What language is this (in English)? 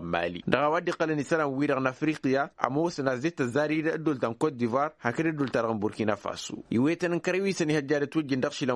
Tamasheq